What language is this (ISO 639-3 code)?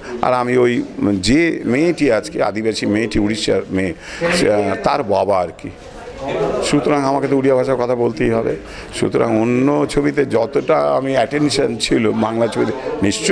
ben